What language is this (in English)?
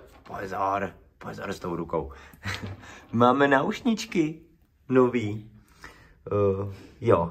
Czech